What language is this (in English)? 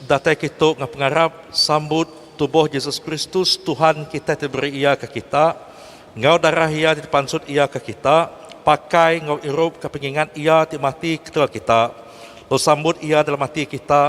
Iban